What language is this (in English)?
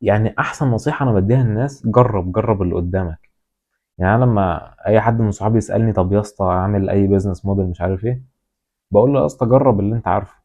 Egyptian Arabic